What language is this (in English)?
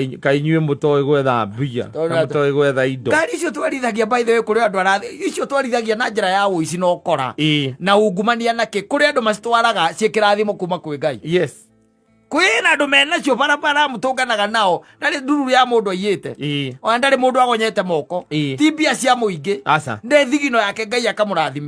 Kikuyu